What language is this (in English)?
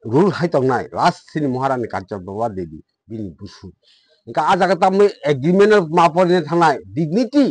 Kok Borok